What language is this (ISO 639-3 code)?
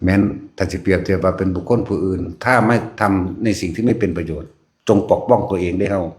tts